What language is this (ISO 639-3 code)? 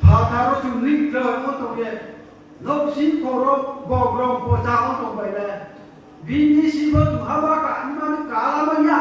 ria